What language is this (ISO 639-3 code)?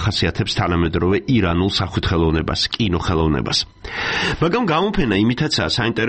kat